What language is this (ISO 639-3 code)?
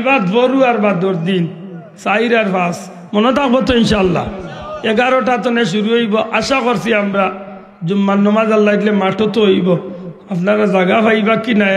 syl